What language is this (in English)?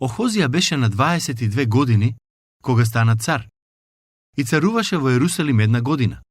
Macedonian